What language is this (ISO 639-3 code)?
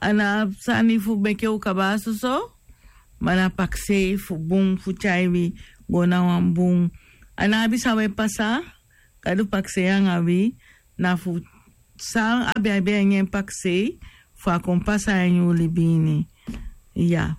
srn